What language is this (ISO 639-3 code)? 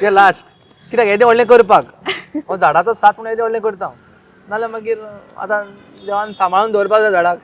kok